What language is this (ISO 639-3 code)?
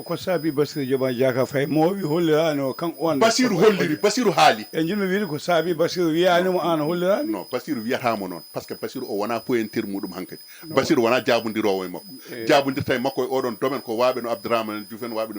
ful